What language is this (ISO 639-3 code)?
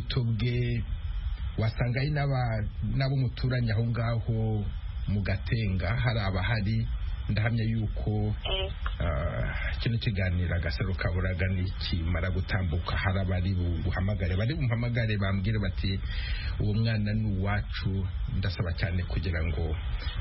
kin